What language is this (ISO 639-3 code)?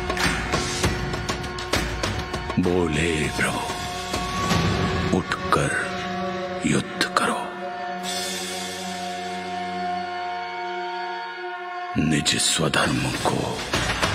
hin